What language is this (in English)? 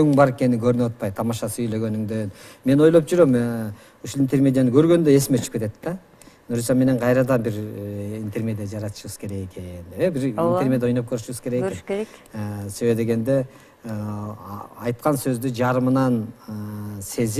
Kyrgyz